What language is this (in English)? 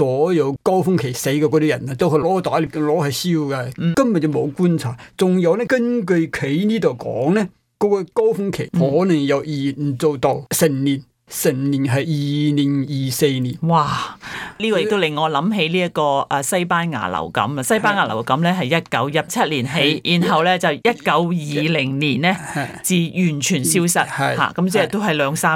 Cantonese